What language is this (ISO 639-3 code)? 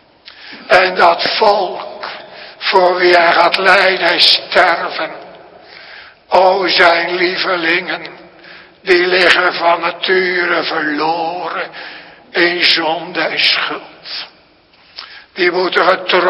nld